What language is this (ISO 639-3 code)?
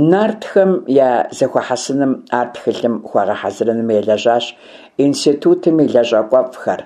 kbd